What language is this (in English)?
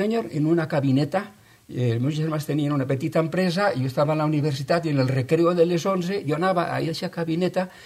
Catalan